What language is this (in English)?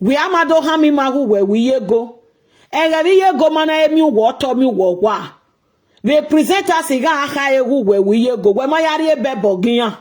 Nigerian Pidgin